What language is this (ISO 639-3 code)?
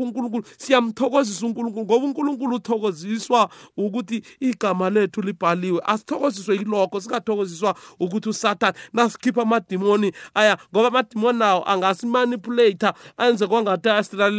nbl